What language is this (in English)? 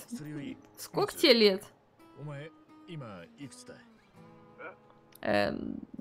Russian